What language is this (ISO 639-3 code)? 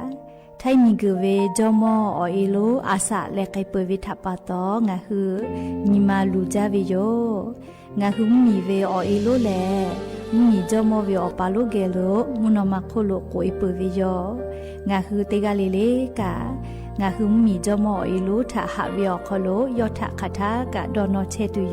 lhu